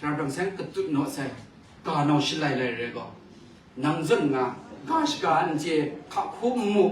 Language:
Kachin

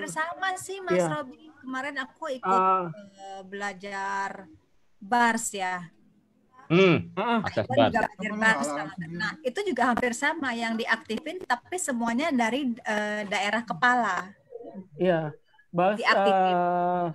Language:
Indonesian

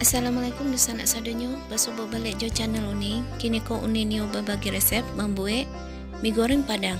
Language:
Minangkabau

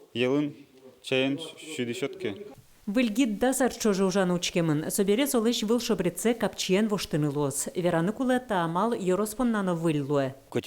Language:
Udmurt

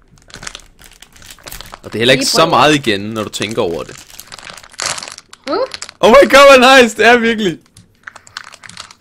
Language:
Danish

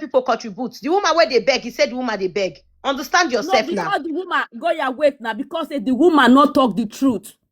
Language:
Nigerian Pidgin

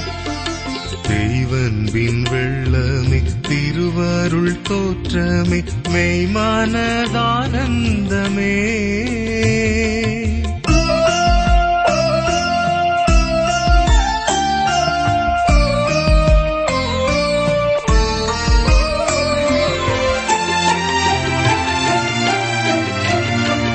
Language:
Tamil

